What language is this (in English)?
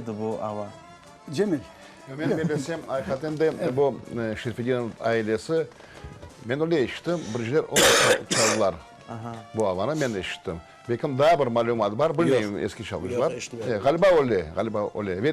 Crimean Tatar